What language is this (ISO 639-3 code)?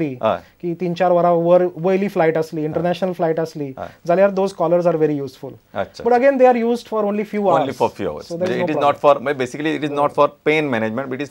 kok